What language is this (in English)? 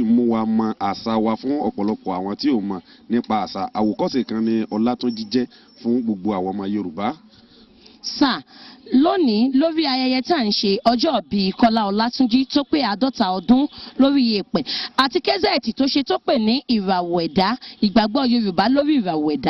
Yoruba